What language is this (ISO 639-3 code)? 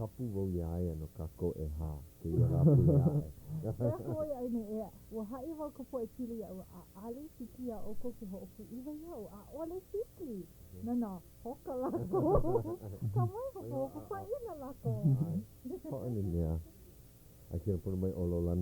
haw